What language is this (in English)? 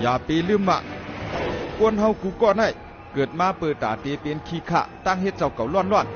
Shan